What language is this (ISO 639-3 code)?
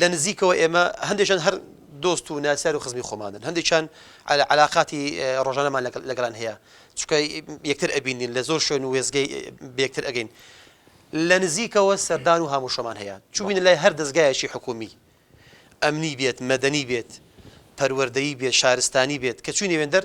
ckb